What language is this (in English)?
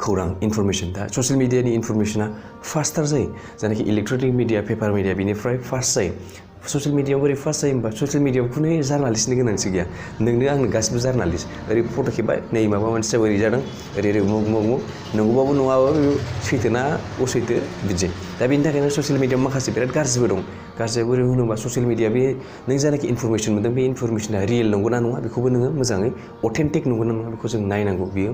Bodo